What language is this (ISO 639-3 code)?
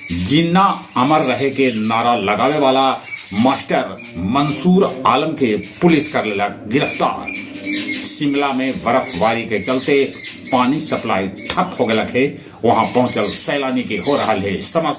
mag